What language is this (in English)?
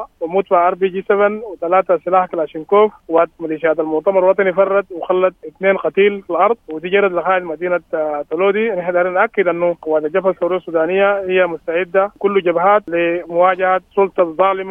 Sudanese Arabic